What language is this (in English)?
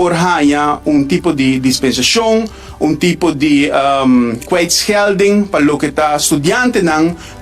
Papiamento